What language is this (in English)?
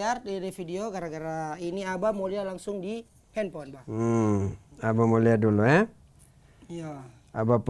Manado Malay